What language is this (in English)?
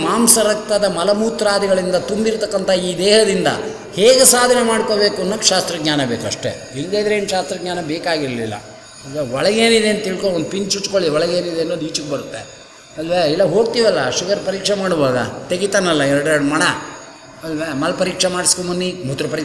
Kannada